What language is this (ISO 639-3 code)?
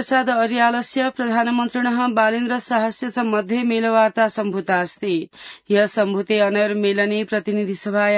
san